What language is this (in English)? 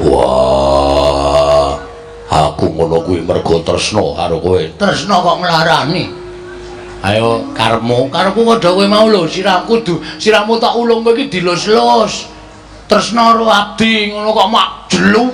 Javanese